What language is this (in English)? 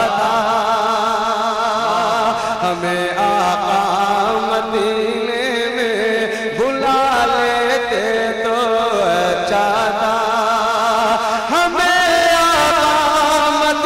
Urdu